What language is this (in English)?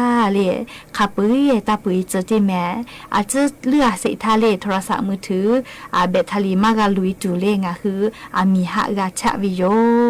Lahu